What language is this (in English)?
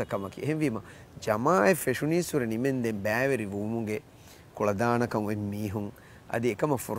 Divehi